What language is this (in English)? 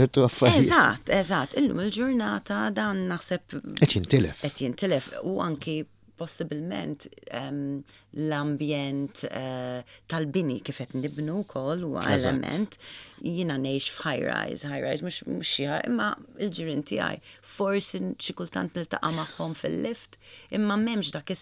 Maltese